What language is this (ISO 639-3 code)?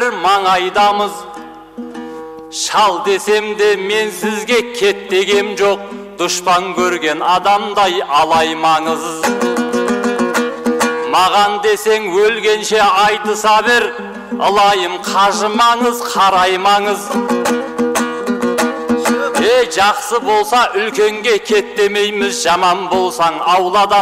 kaz